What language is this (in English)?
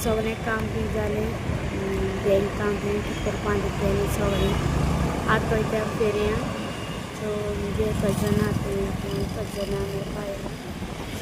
Konkani